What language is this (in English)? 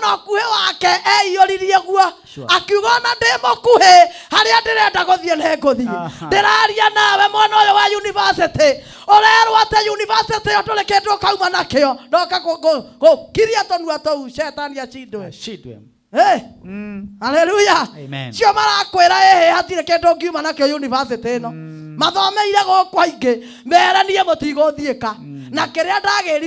Kikuyu